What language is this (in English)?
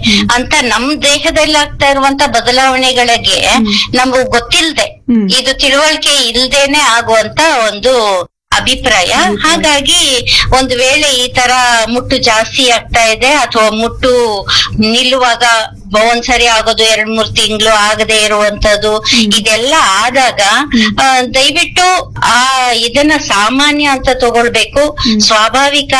Kannada